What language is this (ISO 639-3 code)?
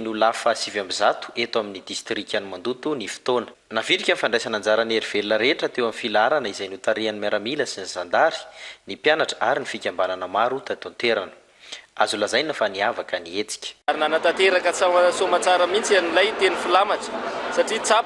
mlg